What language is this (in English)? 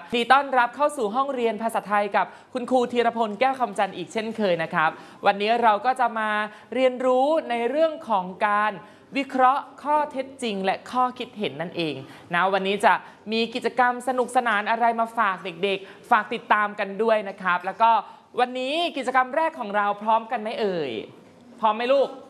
Thai